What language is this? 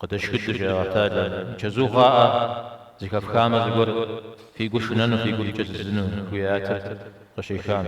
Kabardian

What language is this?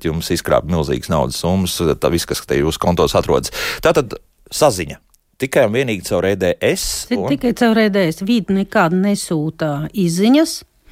Latvian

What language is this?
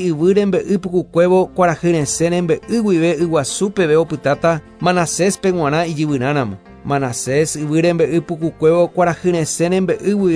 Guarani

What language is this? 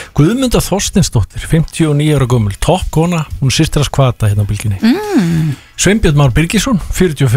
Icelandic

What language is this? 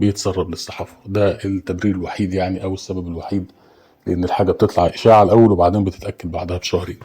Egyptian Arabic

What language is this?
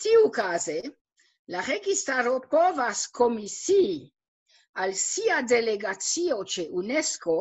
Esperanto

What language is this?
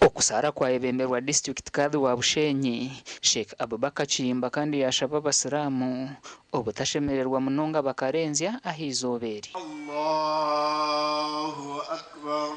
Nyankole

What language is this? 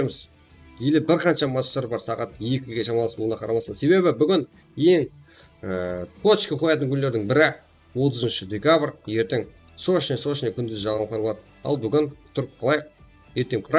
Kara-Kalpak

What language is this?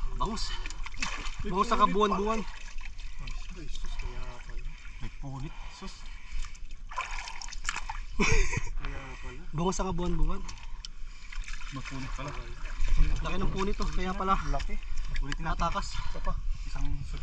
Filipino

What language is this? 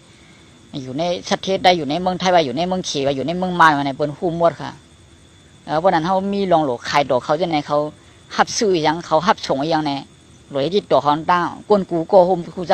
Shan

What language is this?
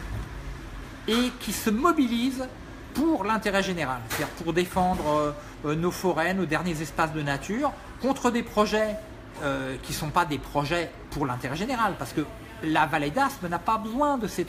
French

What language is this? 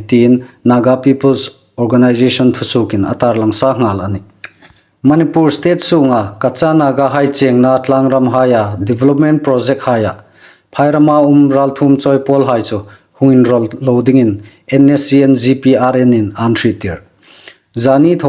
Hmar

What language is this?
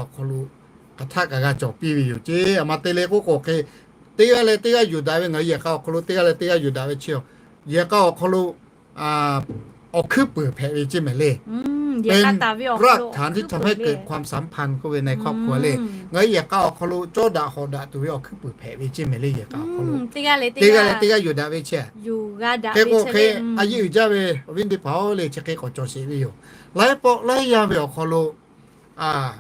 Lahu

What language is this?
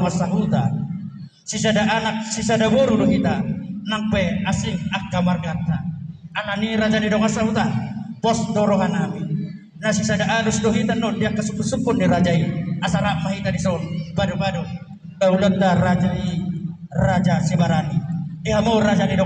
Batak Toba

